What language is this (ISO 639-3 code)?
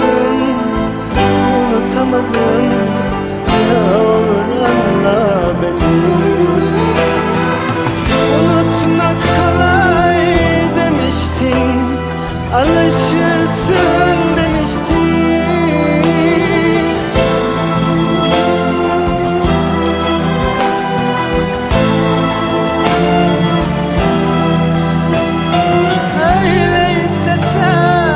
tur